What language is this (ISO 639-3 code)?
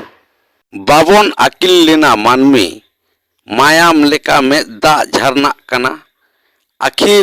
sat